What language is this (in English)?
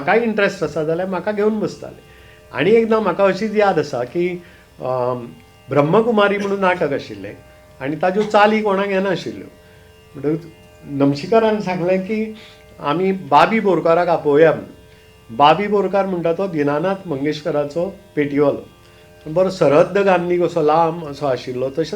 Konkani